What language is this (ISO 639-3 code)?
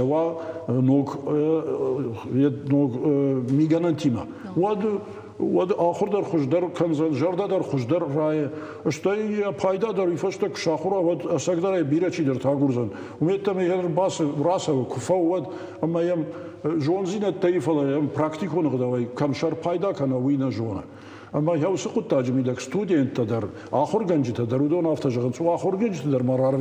oss